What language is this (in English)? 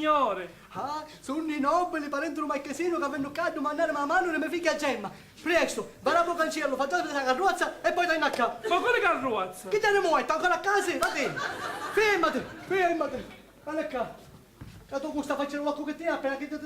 Sicilian